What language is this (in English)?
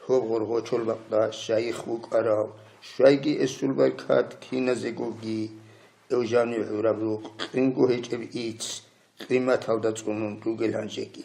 Avaric